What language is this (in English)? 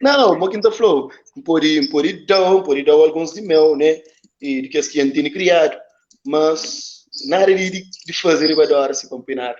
Kabuverdianu